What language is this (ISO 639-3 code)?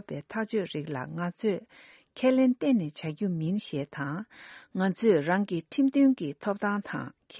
bod